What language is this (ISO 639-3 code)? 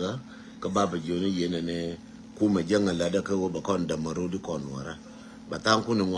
nus